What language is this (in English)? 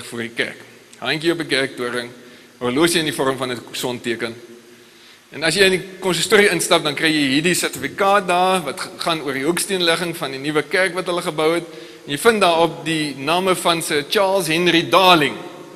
Afrikaans